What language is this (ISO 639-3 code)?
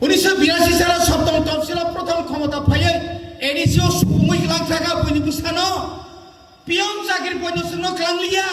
trp